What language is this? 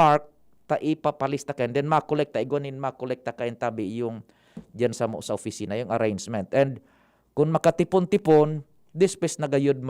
Bikol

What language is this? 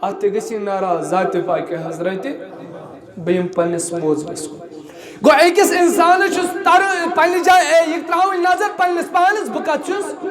Kashmiri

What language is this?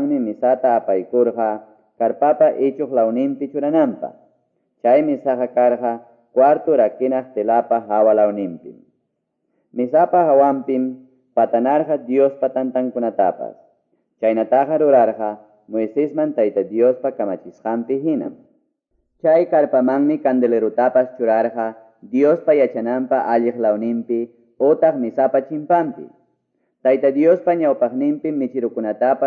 Quechua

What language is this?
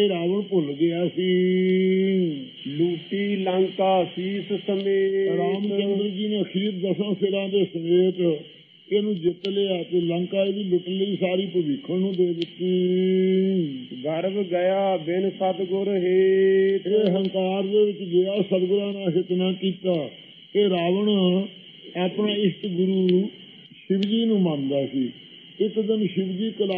Punjabi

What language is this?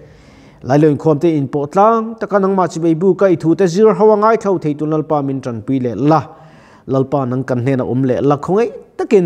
Mizo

